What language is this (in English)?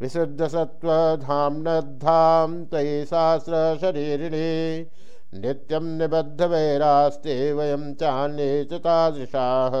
Sanskrit